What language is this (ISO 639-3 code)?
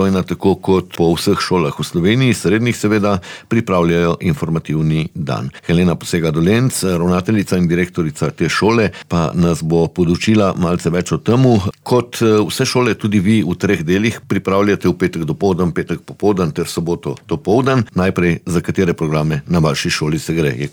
slv